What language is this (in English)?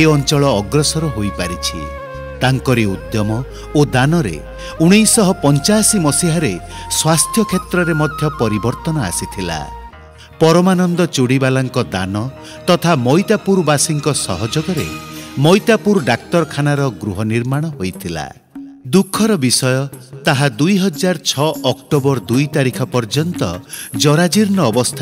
Odia